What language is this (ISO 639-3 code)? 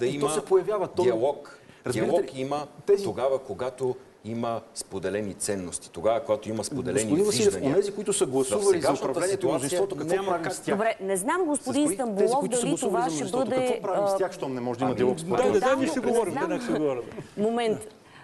bul